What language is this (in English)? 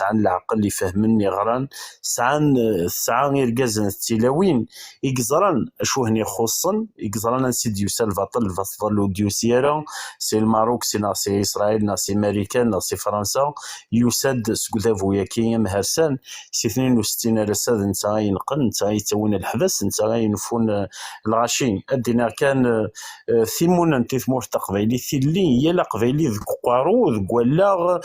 Kabyle